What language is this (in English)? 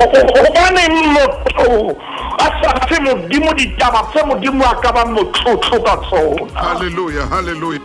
Southern Sotho